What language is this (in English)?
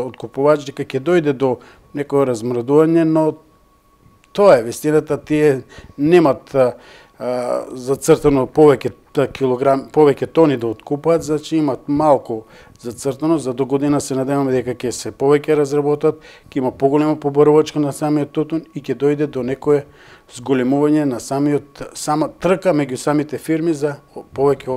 Macedonian